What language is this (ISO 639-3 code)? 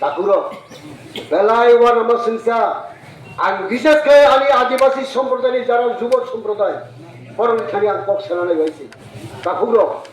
trp